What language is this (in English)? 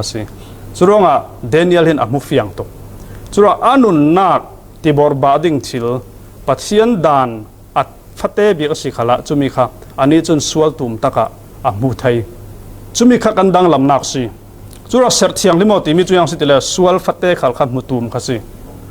Falam Chin